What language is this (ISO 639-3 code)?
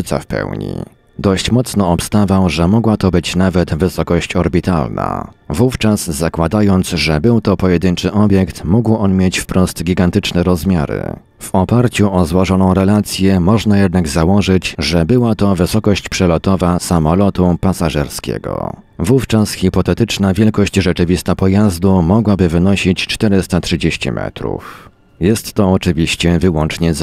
pol